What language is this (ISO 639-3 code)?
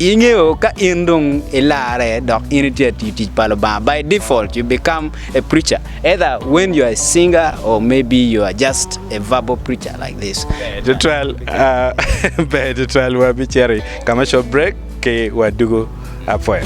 ach